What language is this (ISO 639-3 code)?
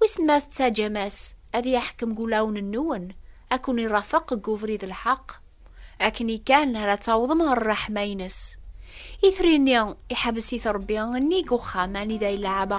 kab